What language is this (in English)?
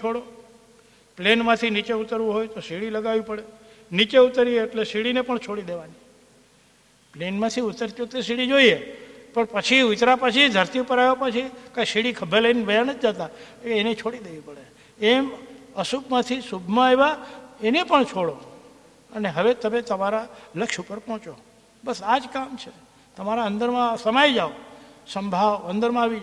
Gujarati